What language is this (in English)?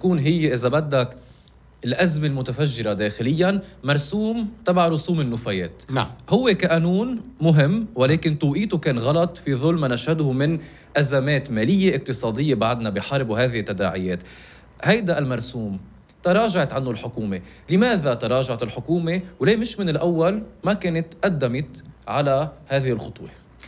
North Levantine Arabic